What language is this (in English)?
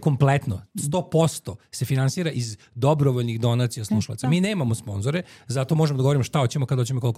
Serbian